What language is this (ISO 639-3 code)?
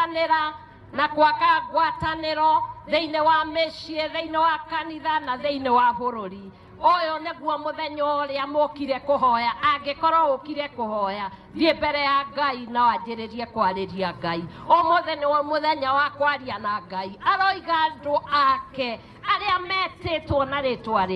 kik